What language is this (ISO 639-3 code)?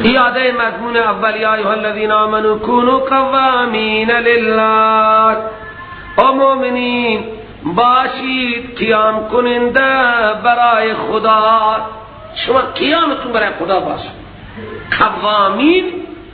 fas